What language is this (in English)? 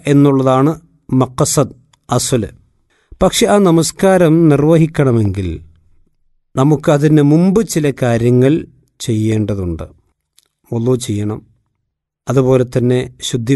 Malayalam